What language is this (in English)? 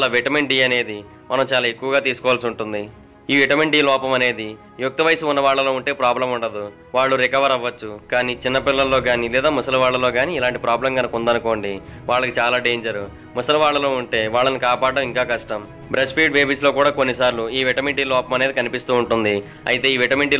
Telugu